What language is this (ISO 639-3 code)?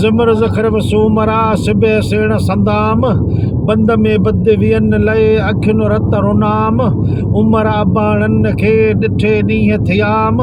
snd